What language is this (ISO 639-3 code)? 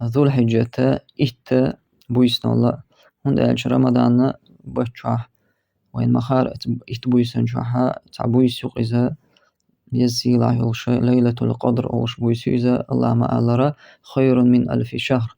che